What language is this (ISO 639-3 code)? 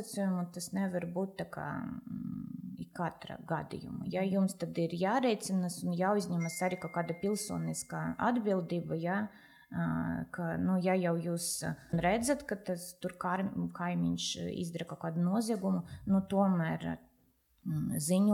lav